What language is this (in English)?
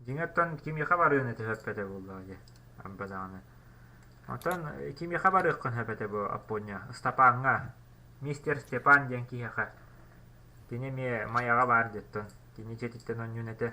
Yakut